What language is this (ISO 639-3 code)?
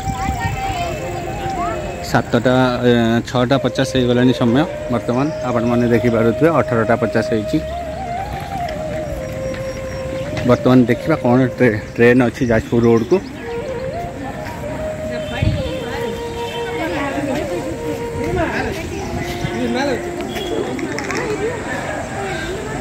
ori